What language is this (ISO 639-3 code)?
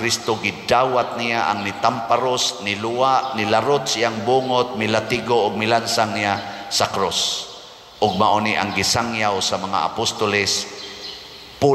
ceb